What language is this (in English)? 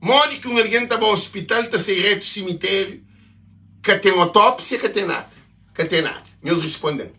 Kabuverdianu